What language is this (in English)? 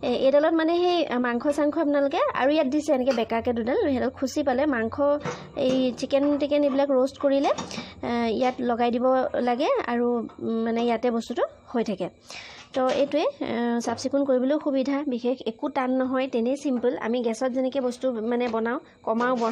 Assamese